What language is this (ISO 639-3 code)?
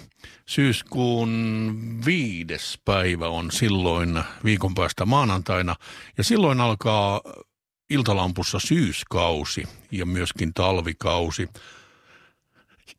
fin